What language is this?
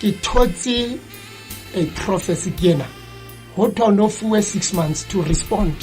Southern Sotho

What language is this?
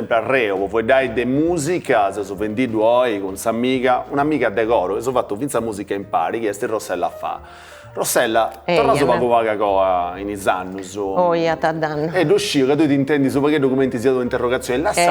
Sardinian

